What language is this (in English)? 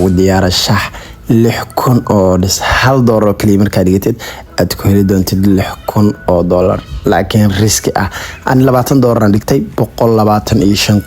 Somali